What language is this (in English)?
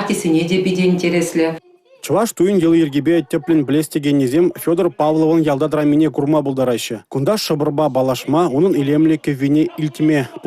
Chuvash